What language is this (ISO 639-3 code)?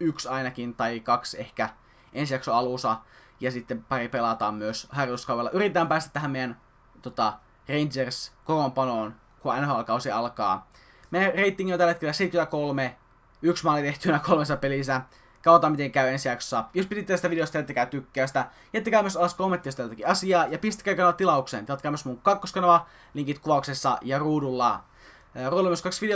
fin